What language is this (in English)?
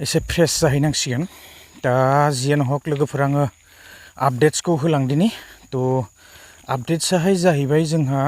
Bodo